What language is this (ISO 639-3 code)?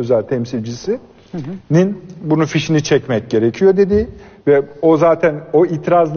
tur